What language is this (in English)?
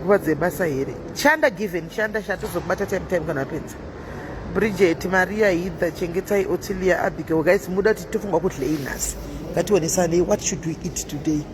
Shona